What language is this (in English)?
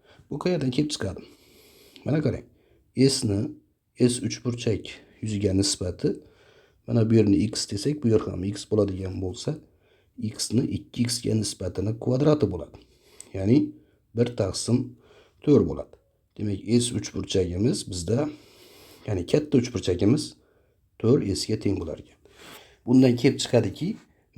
Uzbek